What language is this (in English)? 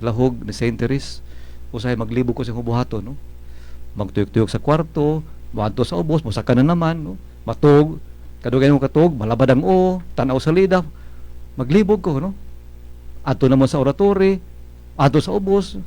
Cebuano